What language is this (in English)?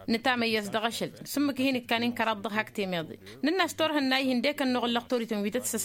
Tamasheq